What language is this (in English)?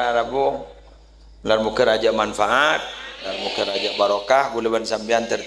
Madurese